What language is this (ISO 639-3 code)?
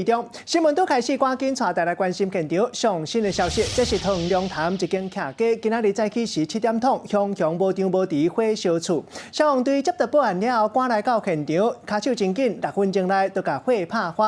nan